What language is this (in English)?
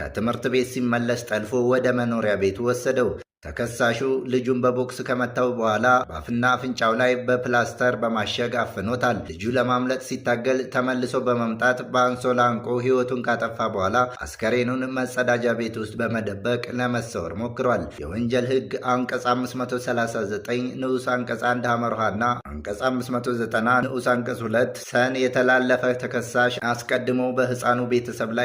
Amharic